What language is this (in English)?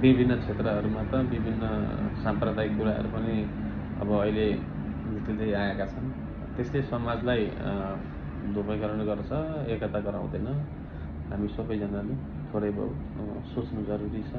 Nepali